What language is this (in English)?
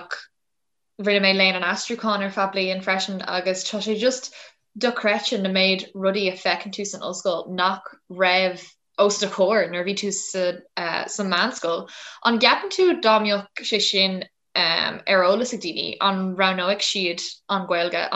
Irish